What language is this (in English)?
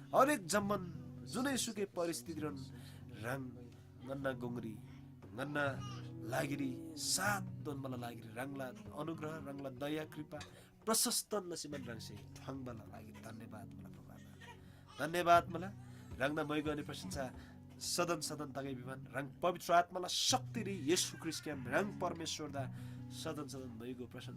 Eastern Tamang